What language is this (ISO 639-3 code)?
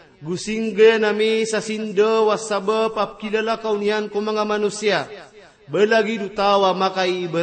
mrw